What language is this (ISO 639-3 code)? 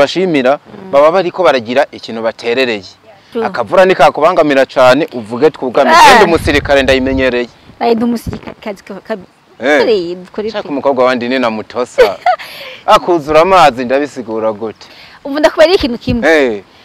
run